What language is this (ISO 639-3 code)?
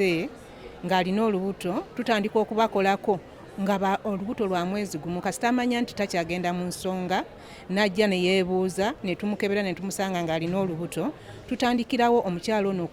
lug